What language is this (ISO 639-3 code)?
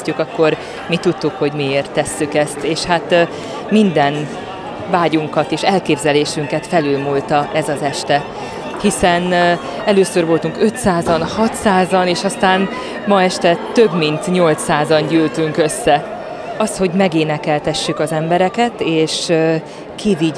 hun